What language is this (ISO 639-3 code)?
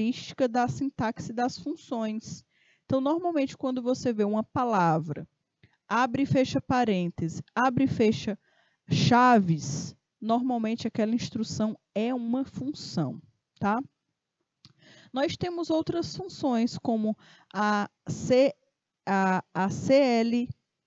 por